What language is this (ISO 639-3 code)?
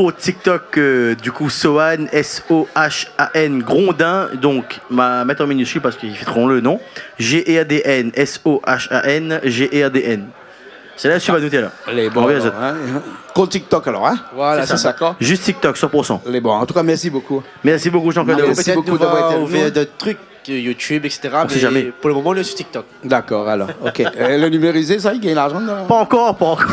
rcf